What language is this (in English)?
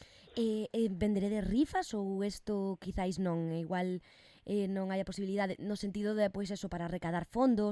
Galician